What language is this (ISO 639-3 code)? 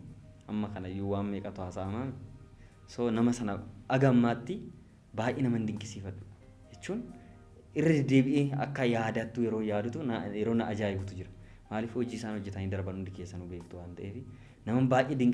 orm